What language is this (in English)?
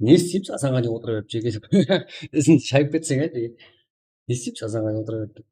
Kara-Kalpak